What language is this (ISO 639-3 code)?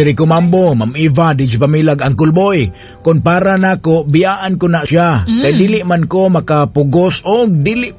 ceb